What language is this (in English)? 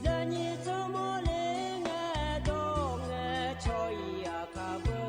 Akha